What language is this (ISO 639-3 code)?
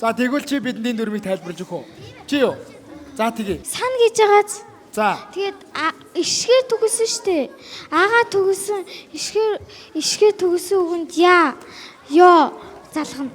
mon